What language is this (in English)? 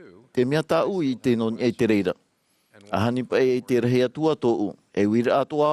Tahitian